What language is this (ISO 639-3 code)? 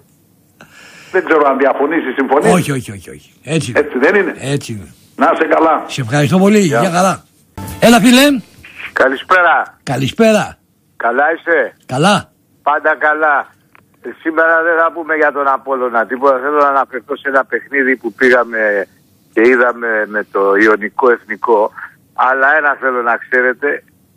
ell